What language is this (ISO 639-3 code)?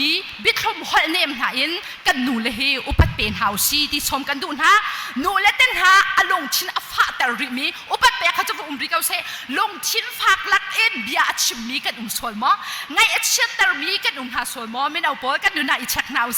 cnh